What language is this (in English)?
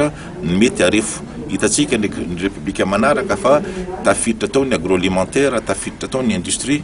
Malagasy